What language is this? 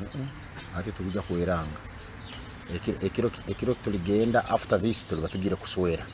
Nyoro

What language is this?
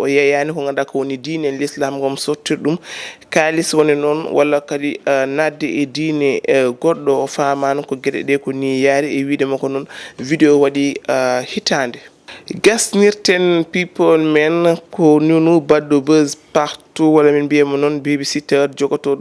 Fula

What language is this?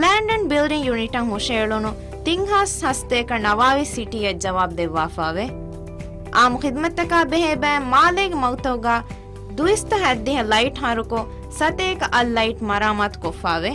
Divehi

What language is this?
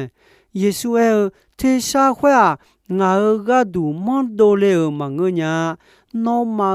Akha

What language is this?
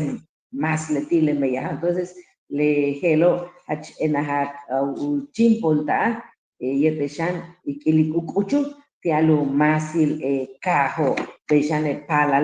Yucateco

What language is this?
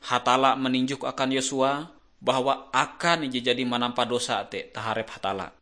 Ngaju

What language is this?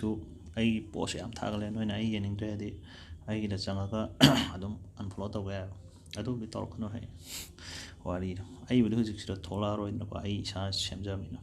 Manipuri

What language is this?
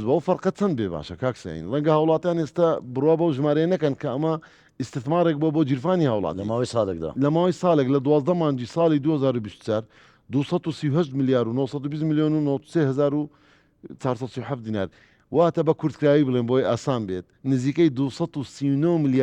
Central Kurdish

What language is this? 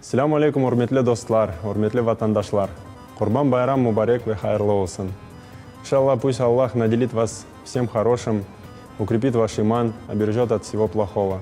Crimean Tatar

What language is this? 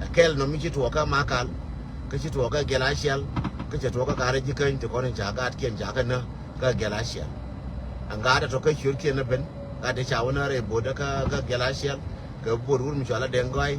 Nuer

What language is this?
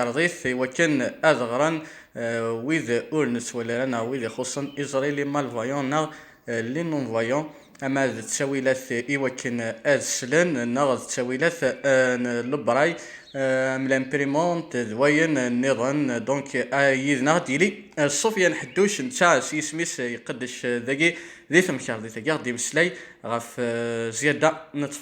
Kabyle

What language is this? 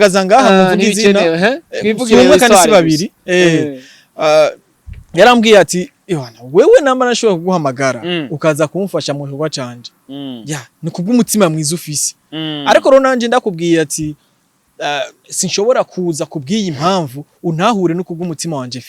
Rundi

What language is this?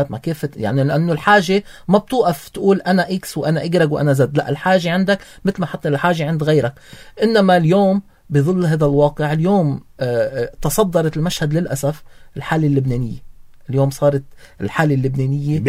North Levantine Arabic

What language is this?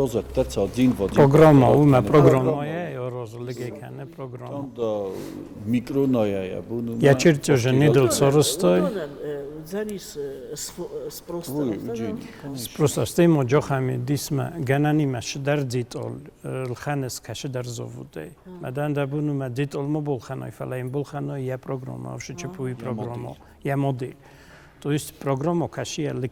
Ossetic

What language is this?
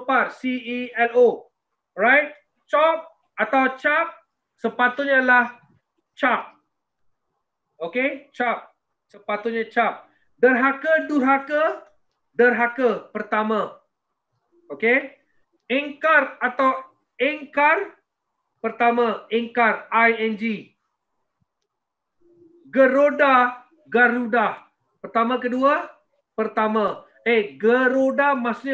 Malay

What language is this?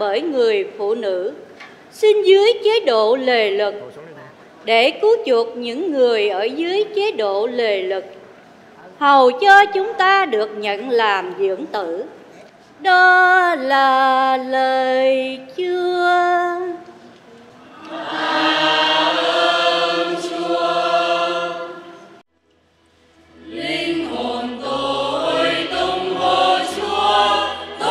Vietnamese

